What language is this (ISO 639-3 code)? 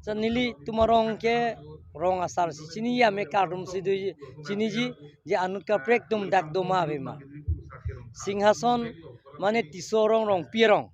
mjw